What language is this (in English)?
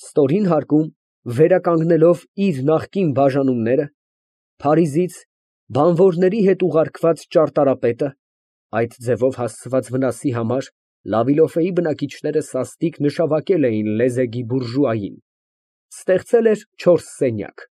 Armenian